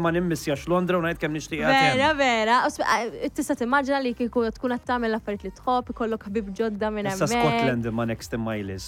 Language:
Maltese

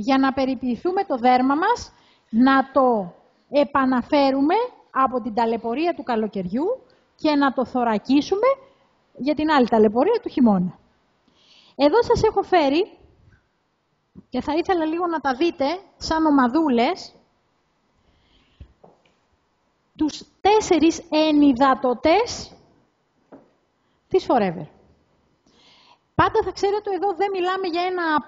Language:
Greek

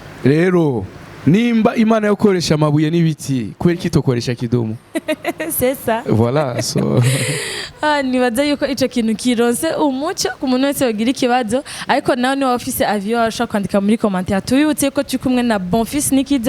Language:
Rundi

